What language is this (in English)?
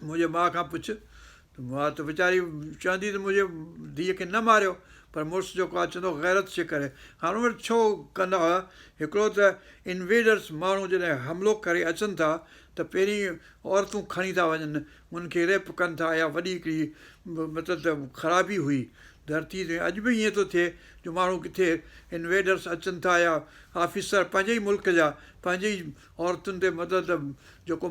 Sindhi